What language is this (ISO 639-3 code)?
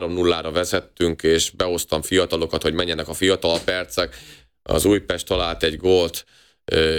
hun